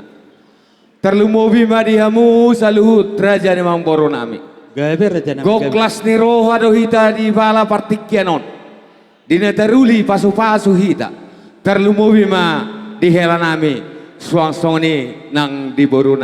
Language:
Batak Toba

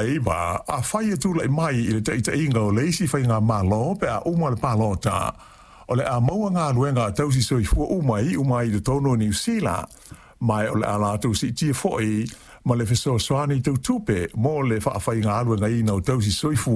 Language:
Samoan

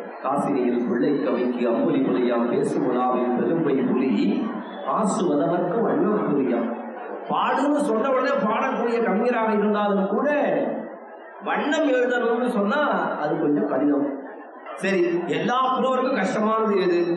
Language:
Tamil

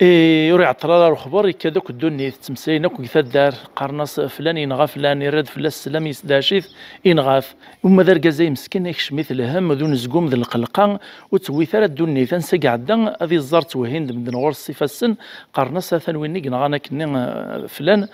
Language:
Kabyle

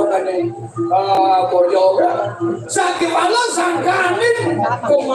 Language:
Balinese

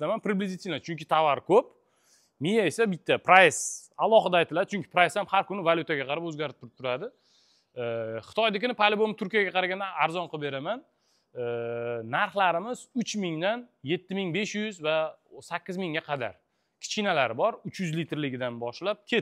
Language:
Uzbek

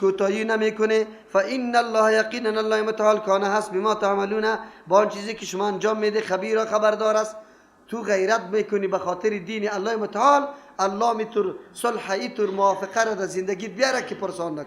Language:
Persian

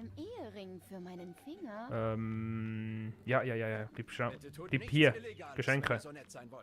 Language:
Swiss German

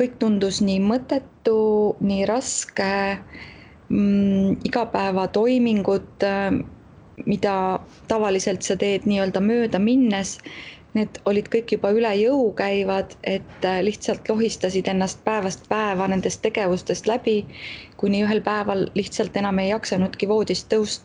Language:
Estonian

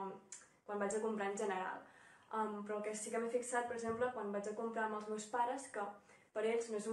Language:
Catalan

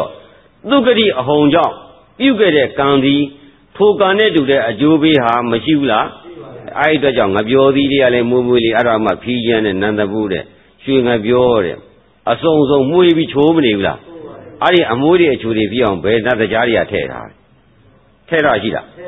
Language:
Burmese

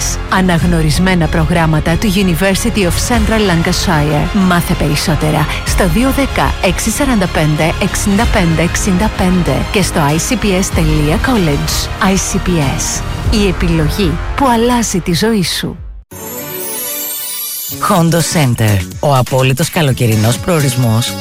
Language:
Greek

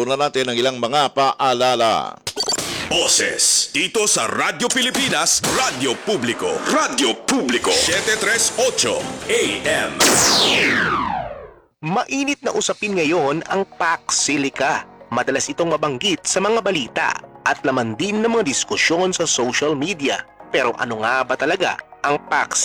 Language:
Filipino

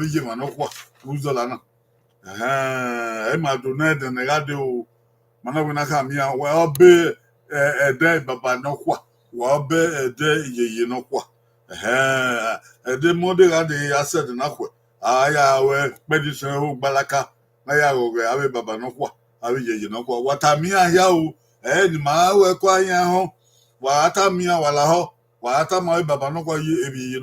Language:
Bini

